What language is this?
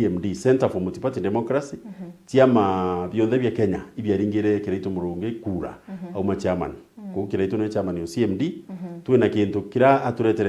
Meru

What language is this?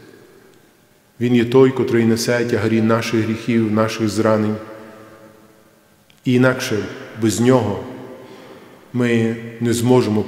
Ukrainian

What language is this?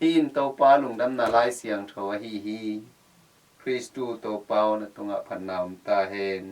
Tedim Chin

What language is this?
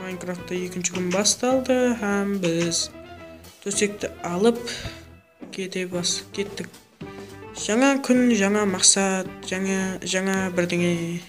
Kara-Kalpak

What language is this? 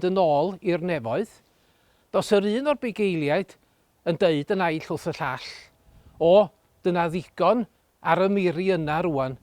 Welsh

